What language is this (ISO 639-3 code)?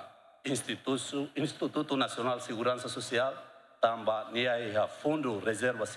tet